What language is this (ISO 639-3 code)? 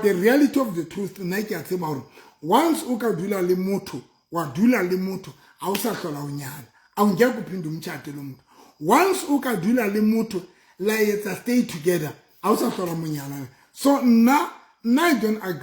sot